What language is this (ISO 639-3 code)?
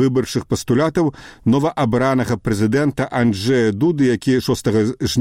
bel